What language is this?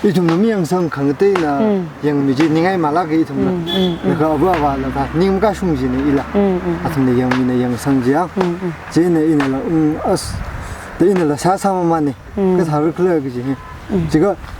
Tangkhul Naga (India)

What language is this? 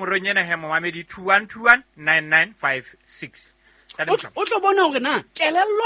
Southern Sotho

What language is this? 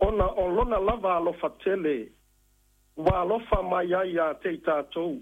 Samoan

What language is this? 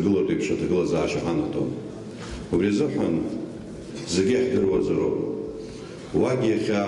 Abkhazian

